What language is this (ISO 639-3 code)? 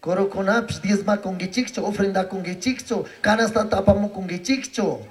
qug